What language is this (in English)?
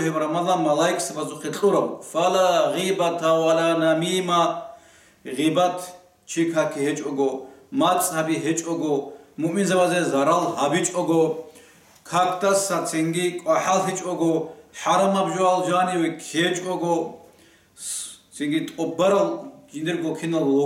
Avaric